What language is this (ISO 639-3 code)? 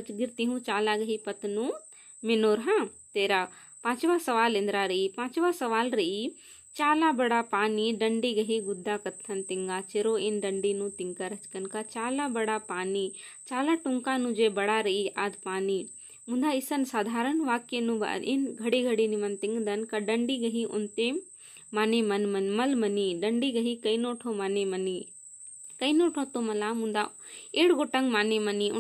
kru